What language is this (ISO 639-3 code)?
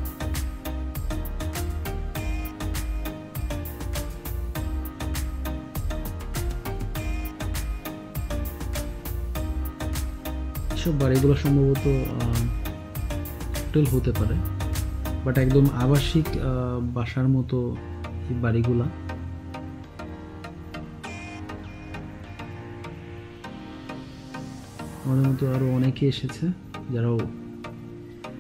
ben